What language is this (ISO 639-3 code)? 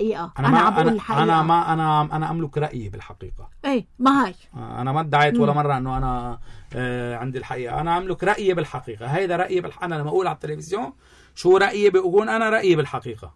apc